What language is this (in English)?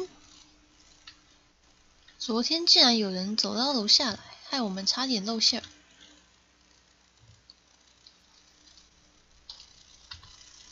Chinese